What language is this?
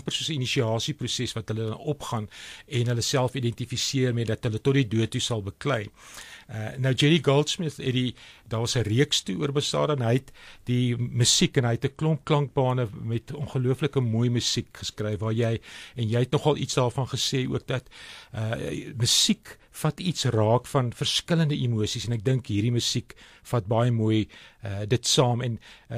Afrikaans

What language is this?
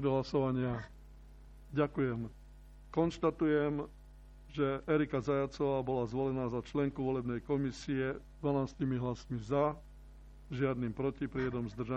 Slovak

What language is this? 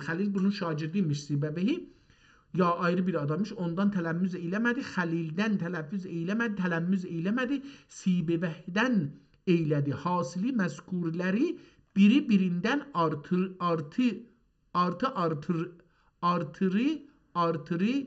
South Azerbaijani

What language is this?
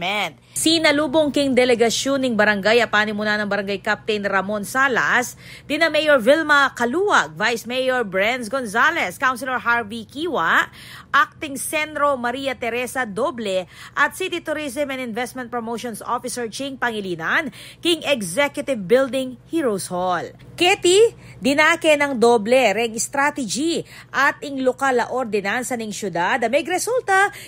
Pampanga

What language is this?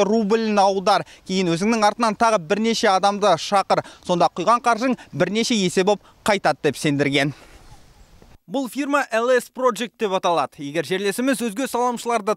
Kazakh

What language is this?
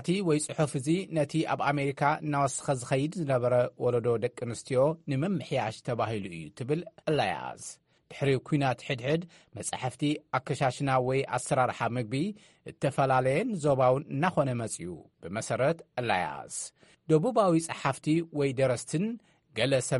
Tigrinya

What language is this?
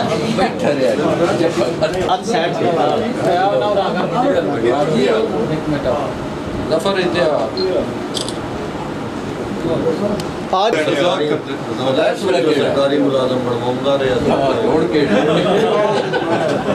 Punjabi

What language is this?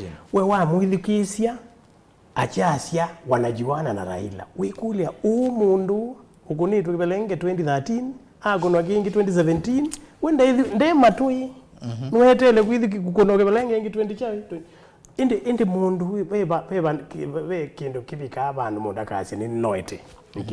Kamba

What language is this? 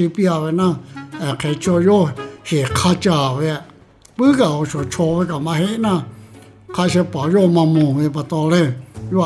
Lahu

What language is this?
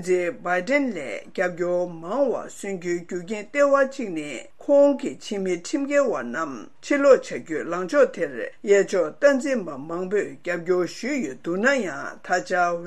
Tibetan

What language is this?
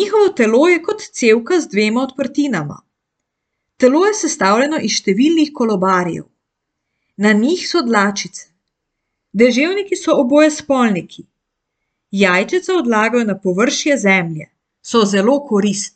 Slovenian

